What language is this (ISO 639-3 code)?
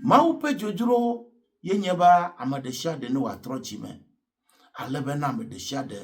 ewe